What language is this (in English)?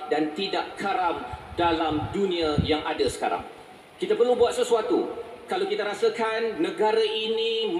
Malay